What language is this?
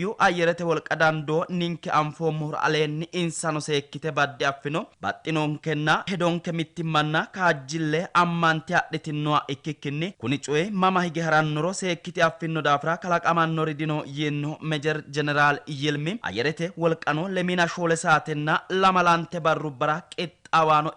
Sidamo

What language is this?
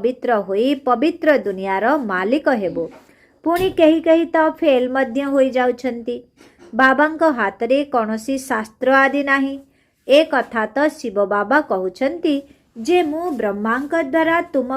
Odia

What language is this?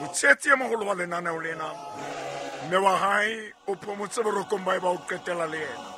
Southern Sotho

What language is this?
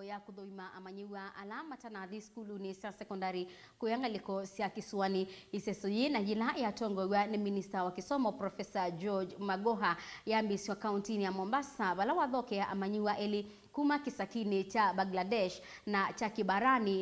Kamba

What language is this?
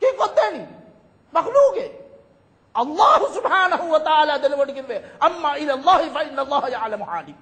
Divehi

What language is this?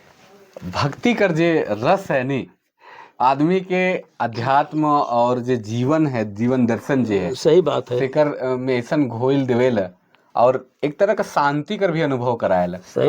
Sadri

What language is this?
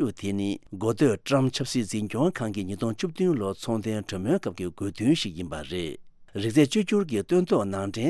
Tibetan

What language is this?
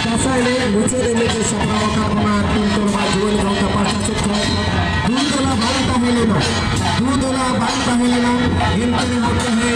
Santali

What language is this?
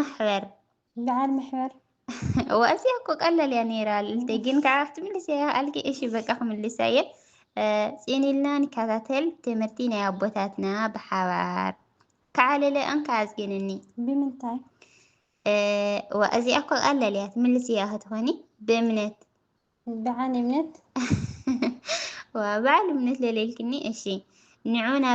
Tigrinya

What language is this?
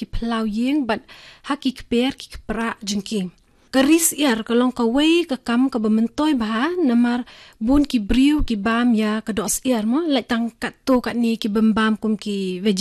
Khasi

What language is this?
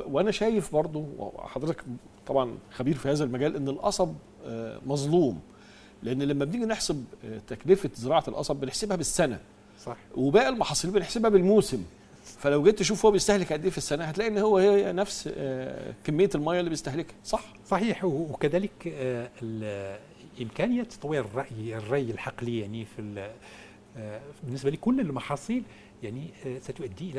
Egyptian Arabic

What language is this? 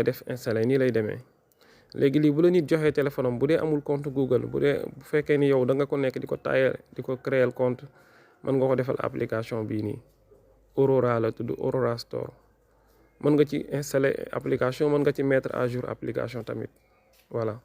Wolof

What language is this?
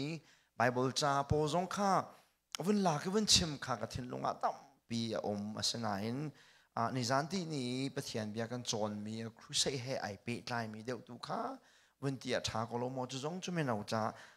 Hakha Chin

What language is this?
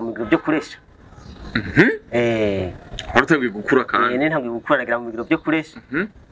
Rundi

